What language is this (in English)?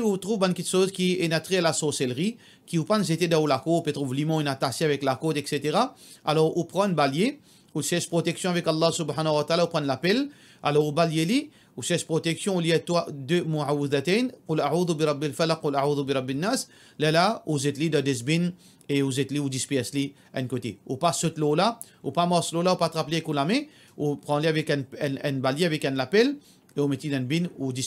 Morisyen